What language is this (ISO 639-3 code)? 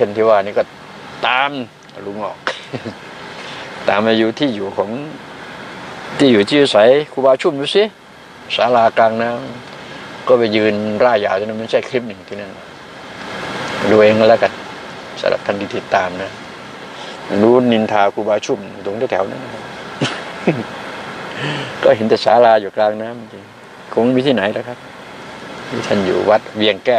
tha